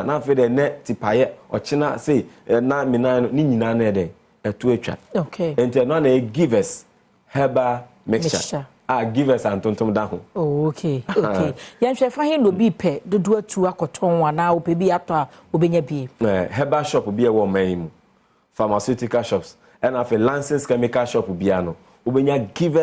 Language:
Akan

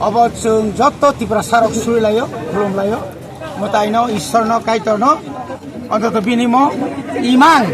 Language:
Kok Borok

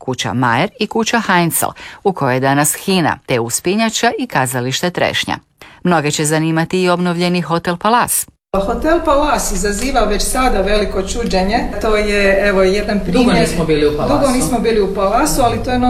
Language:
Croatian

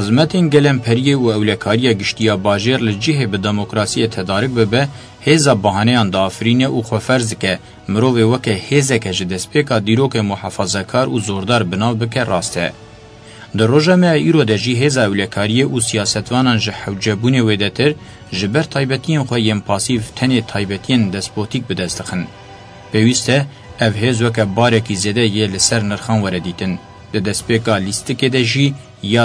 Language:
Kurdish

